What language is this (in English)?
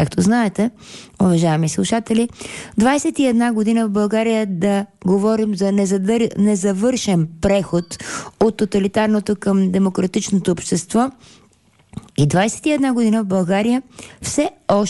Bulgarian